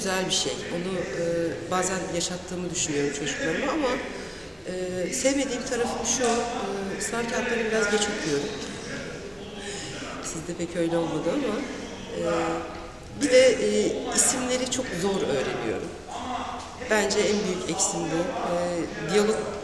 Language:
Turkish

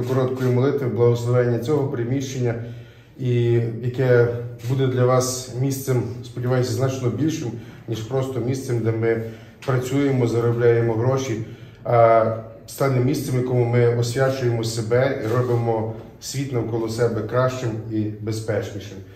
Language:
Ukrainian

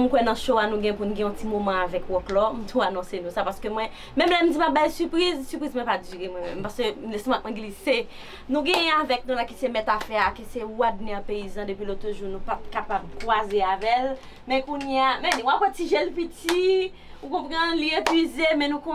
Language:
Haitian Creole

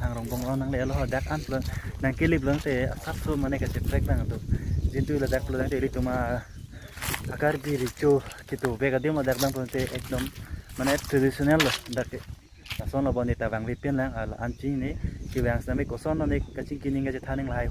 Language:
Karbi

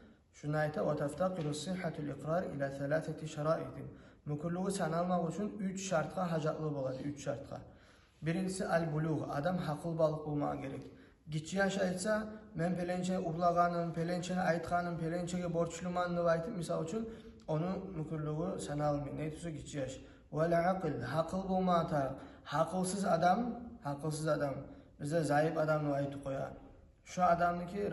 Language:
Kumyk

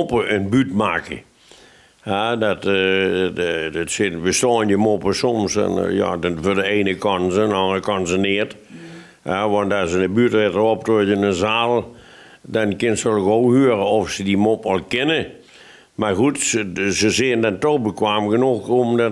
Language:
Limburgish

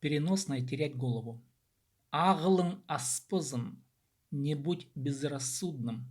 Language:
Khakas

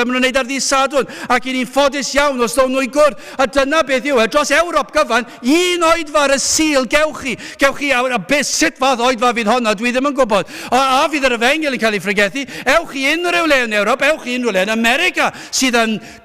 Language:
Welsh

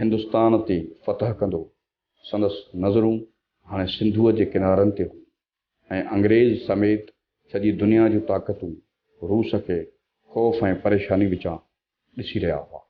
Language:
Sindhi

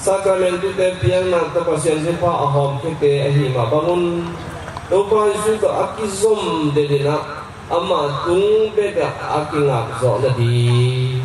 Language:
Tedim Chin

